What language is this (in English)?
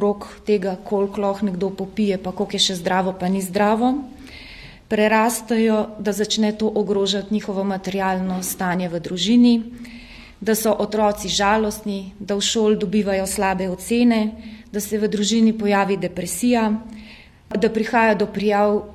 Slovenian